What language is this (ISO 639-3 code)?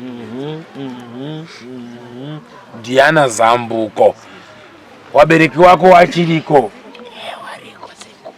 sna